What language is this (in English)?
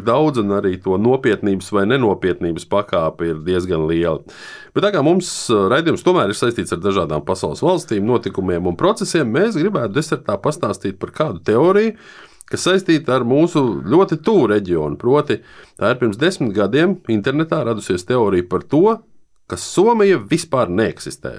Latvian